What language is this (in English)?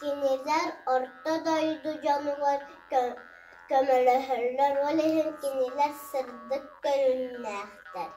Yakut